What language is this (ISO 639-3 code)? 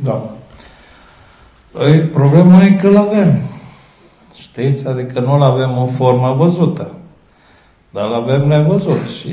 ron